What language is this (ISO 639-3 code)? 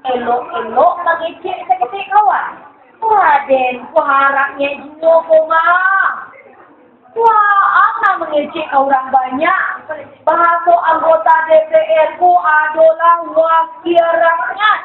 min